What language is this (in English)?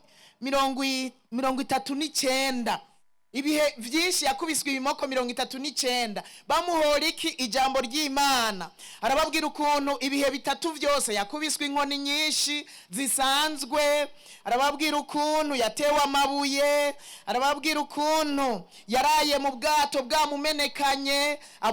Rundi